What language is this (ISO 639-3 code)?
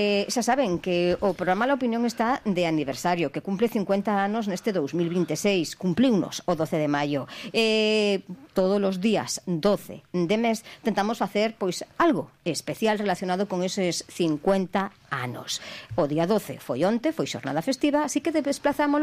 glg